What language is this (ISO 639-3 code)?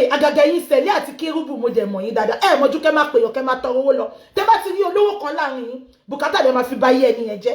yor